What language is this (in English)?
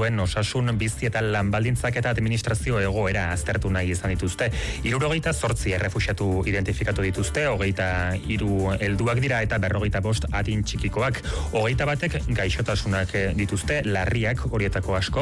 Basque